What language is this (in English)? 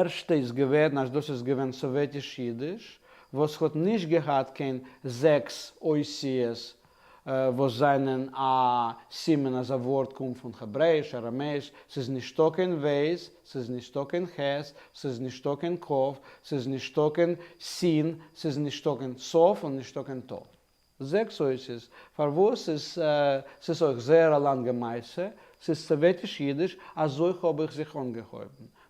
Yiddish